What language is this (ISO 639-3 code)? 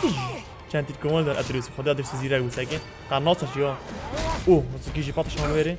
kur